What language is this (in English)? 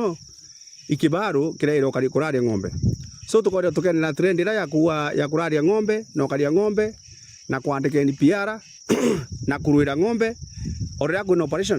Meru